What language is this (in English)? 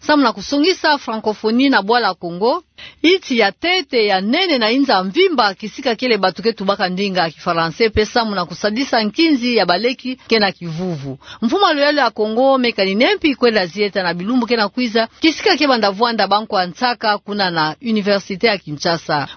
Kituba (Democratic Republic of Congo)